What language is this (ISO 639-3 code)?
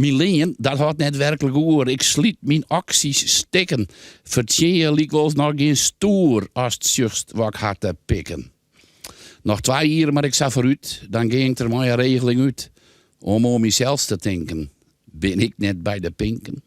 fry